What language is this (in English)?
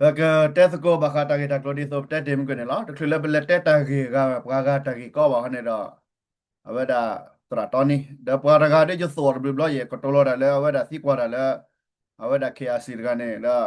S'gaw Karen